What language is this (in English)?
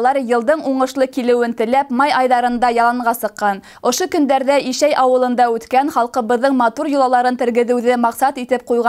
Bashkir